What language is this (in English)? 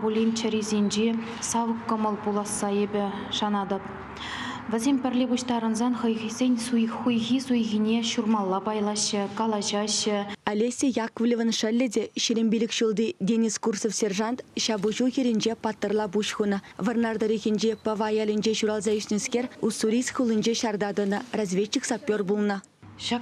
Chuvash